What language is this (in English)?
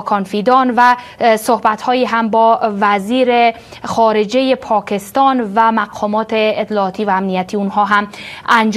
Persian